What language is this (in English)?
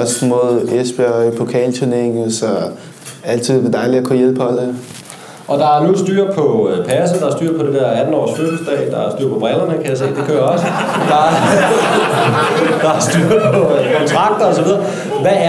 Danish